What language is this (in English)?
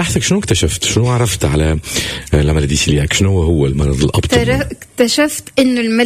Tunisian Arabic